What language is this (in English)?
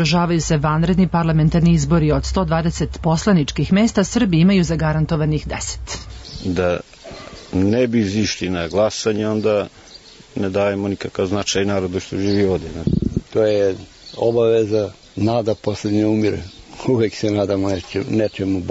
Serbian